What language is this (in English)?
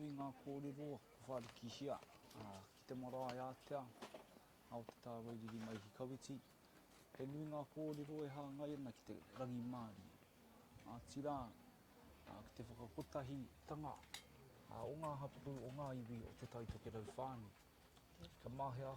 Māori